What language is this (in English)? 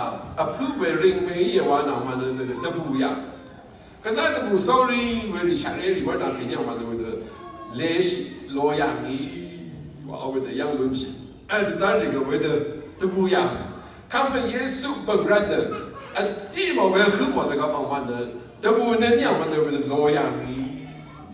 Rawang